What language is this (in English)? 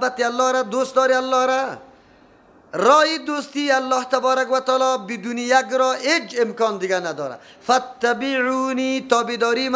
Persian